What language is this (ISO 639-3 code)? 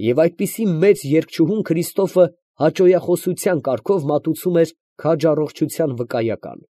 hye